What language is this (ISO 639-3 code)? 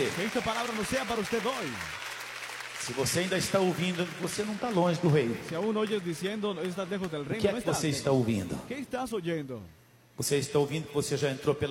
por